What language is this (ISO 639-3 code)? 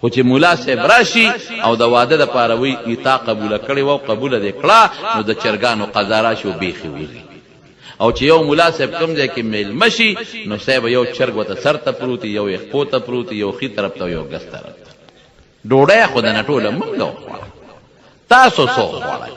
pus